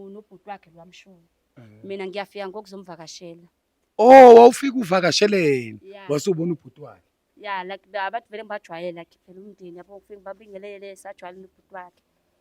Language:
Zulu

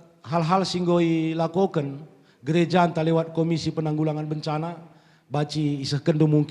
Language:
Batak Karo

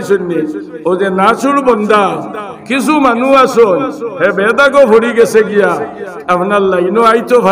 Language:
Sylheti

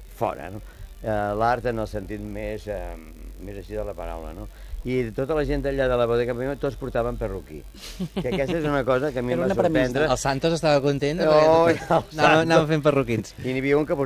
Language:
Catalan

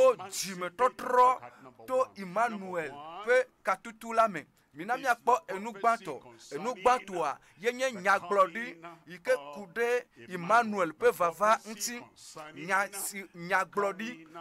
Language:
Ewe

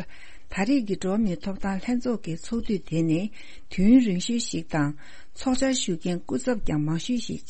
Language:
Tibetan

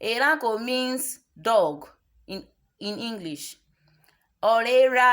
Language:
Urhobo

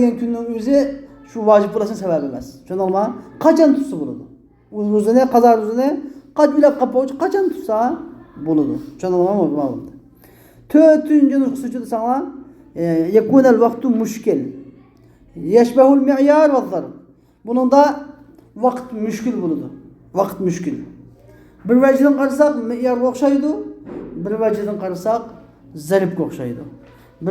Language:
Uyghur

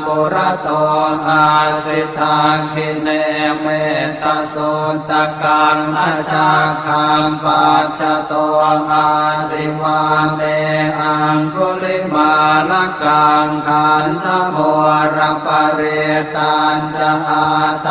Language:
Pali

